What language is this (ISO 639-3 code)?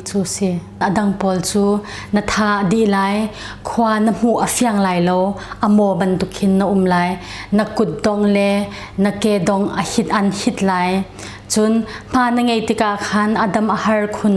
cnh